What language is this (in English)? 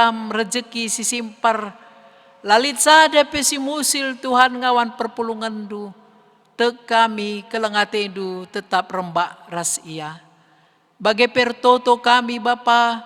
Batak Karo